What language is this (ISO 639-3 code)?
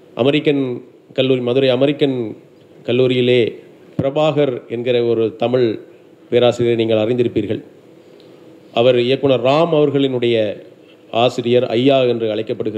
tam